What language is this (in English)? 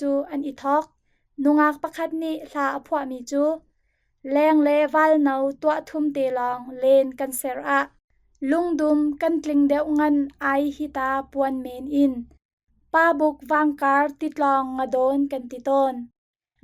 Hakha Chin